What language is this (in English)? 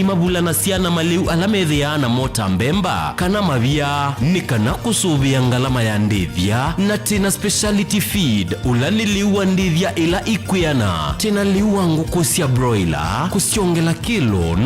Kamba